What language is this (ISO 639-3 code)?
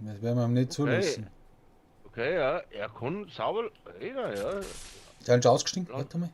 bar